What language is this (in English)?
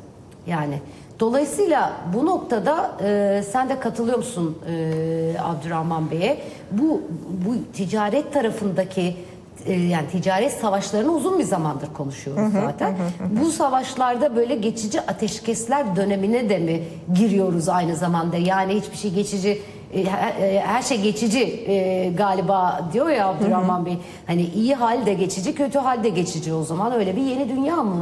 Turkish